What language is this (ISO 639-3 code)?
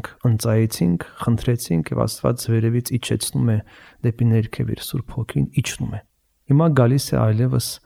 hye